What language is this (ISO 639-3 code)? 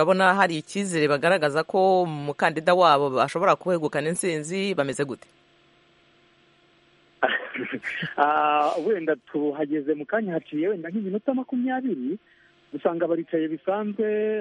kin